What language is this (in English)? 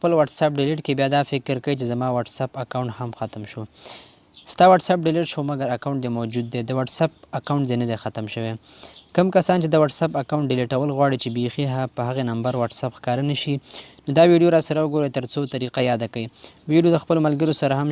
Pashto